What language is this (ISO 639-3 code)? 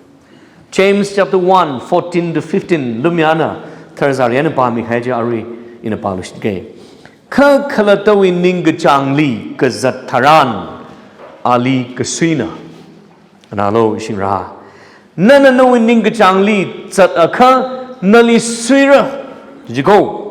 nmf